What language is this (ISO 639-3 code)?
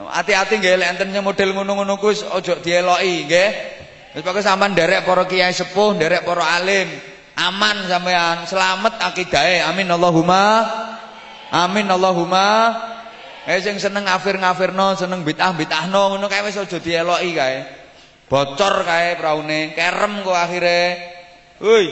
jav